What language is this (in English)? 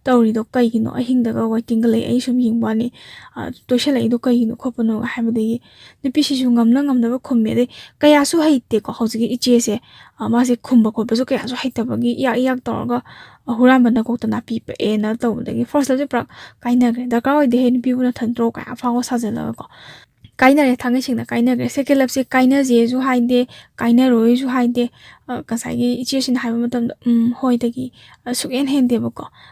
Manipuri